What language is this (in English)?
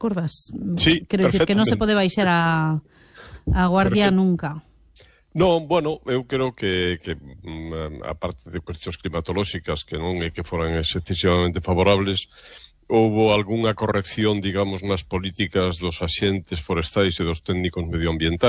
Galician